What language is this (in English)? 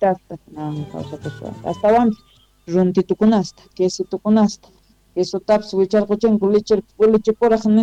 Quechua